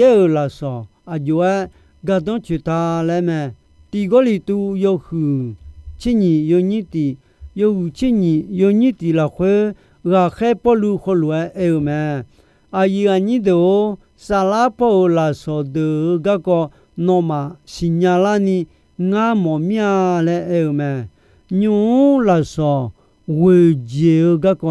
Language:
Akha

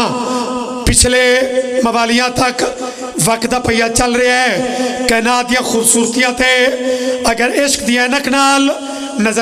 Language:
Pahari-Potwari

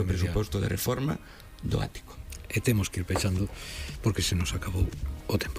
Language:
Galician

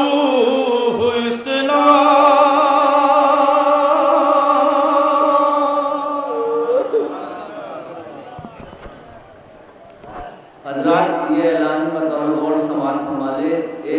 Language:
Urdu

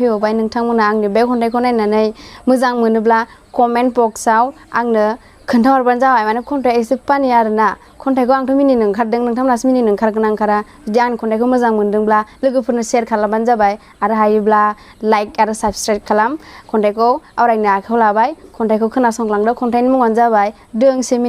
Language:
Bodo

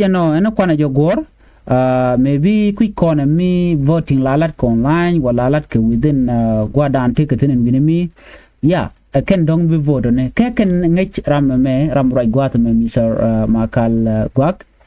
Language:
Nuer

